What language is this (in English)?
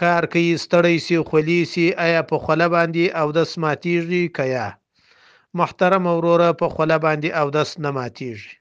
Pashto